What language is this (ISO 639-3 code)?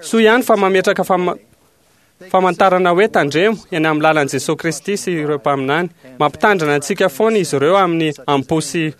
mlg